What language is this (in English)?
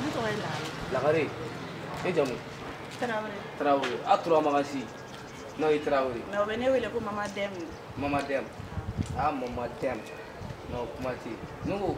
Bambara